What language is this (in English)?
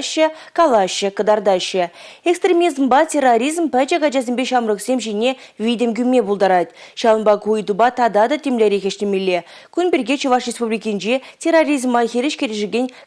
Chuvash